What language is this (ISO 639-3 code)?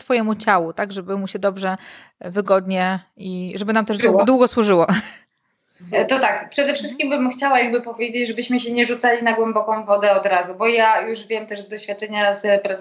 pol